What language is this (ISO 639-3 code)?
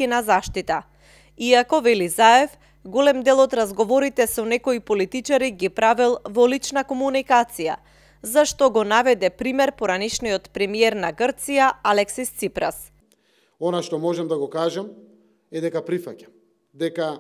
mkd